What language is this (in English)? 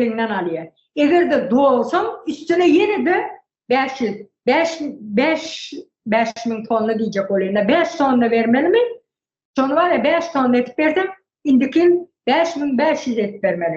Turkmen